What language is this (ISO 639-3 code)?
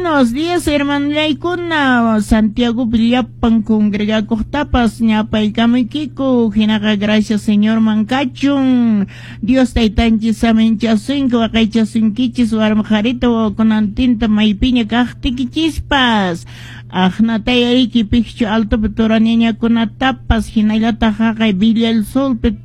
que